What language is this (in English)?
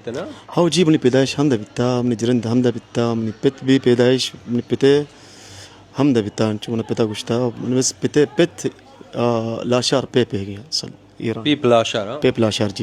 Baluchi